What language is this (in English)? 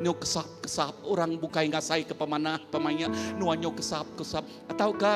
Iban